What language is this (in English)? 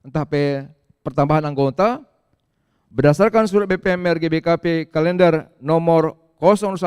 Batak Karo